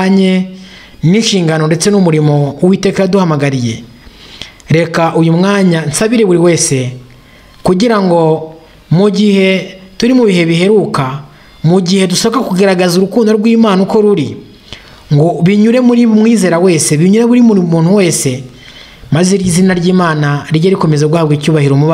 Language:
Kinyarwanda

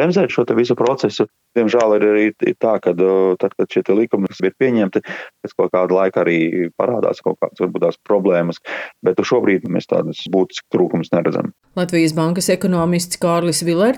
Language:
Latvian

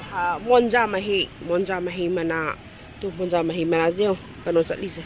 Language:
Manipuri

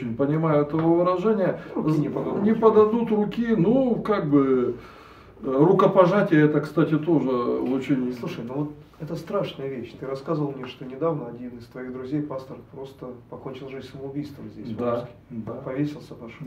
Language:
Russian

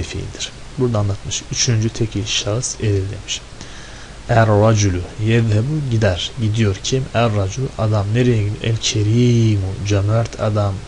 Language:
Turkish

